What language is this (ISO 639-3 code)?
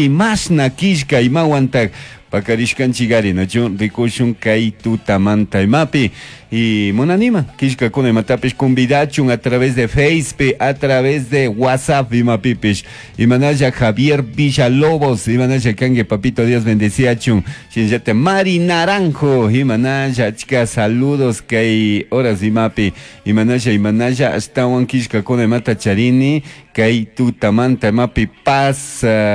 qug